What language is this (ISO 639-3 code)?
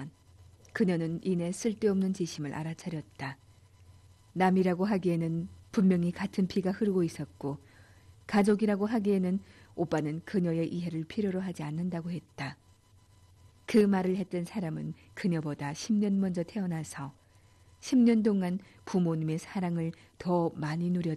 kor